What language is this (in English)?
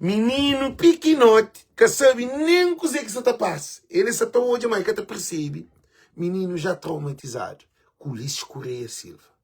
Kabuverdianu